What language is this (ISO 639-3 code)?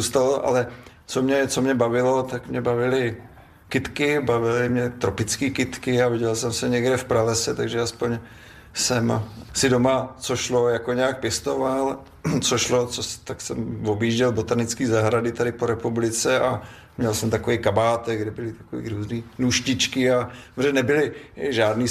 ces